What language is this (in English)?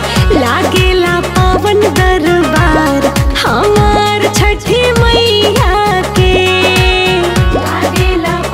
Bhojpuri